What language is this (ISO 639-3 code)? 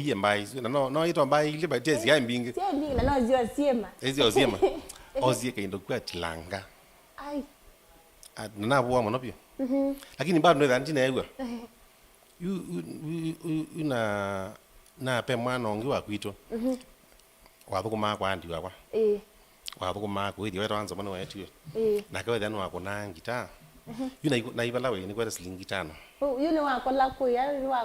kam